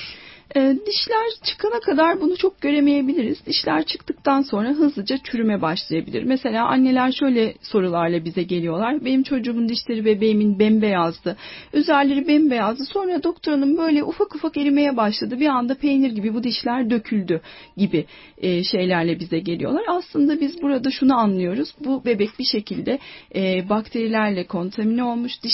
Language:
Turkish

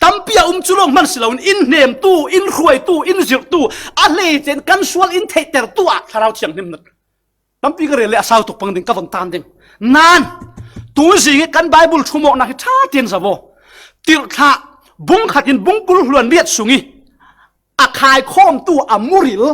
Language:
Falam Chin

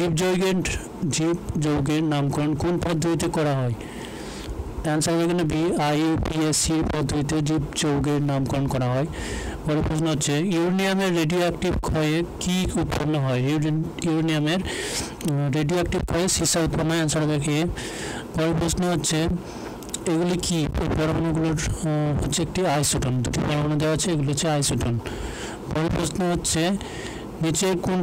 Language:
Bangla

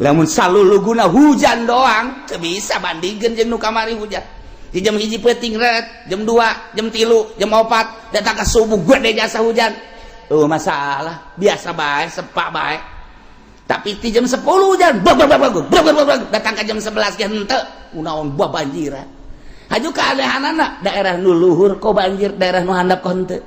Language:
Sundanese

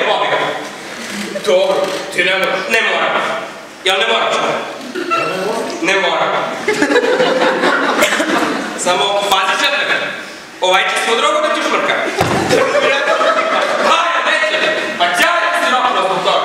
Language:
Serbian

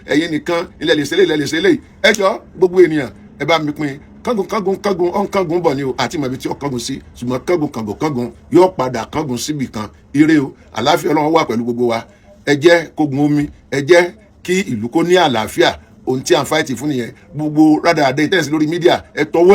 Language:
Yoruba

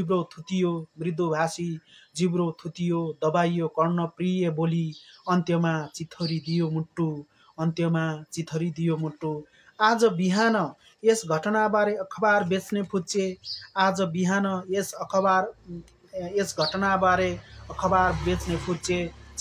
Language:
Nepali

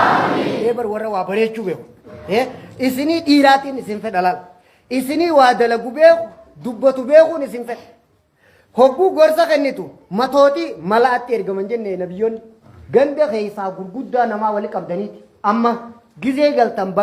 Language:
Oromo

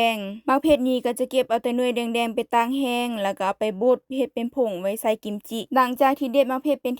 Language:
Lao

